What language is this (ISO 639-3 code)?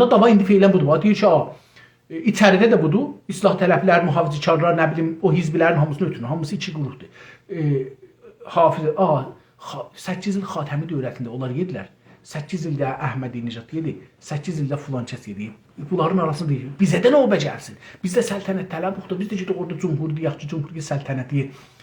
azb